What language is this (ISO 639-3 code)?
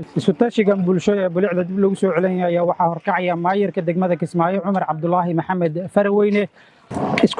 som